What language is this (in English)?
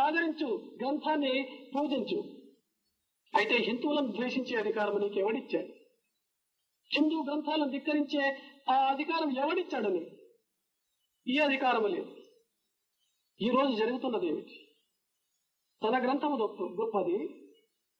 Telugu